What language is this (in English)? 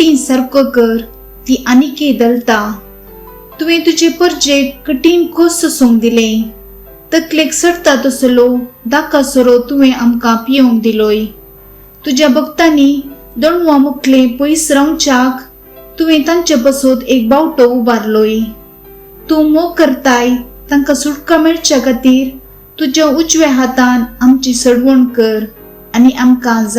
Konkani